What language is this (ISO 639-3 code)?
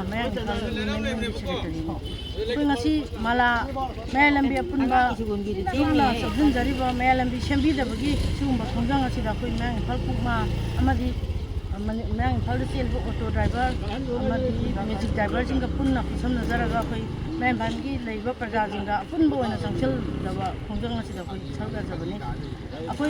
mni